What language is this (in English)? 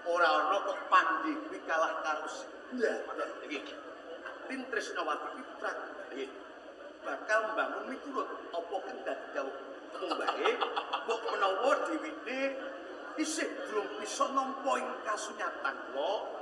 Javanese